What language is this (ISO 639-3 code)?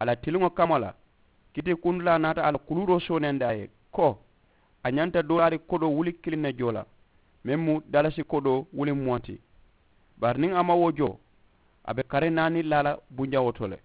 man